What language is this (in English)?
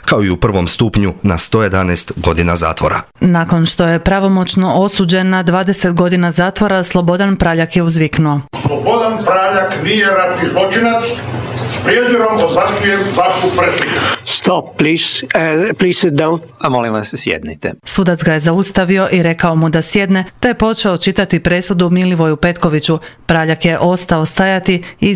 Croatian